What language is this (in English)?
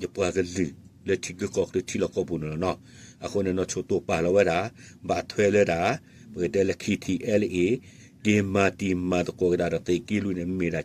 S'gaw Karen